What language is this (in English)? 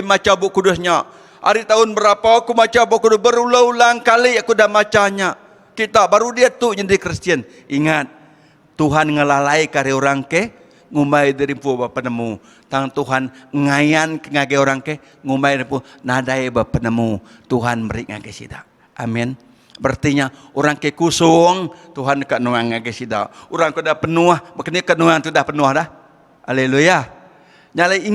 Iban